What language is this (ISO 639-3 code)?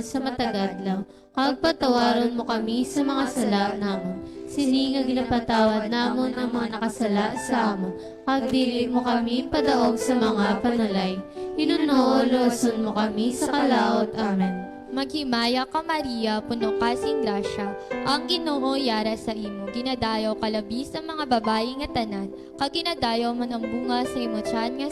hil